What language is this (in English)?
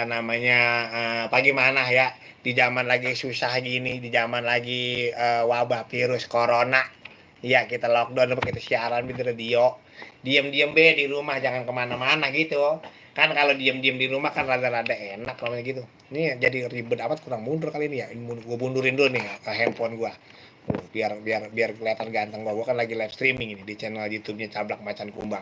Betawi